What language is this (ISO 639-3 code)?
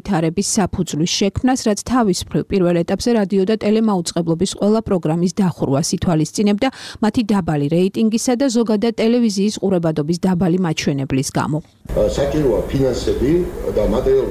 kat